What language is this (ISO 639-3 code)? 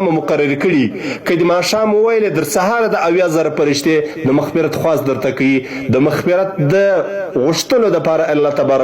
pus